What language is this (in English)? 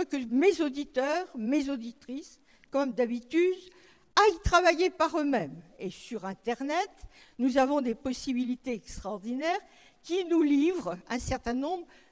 French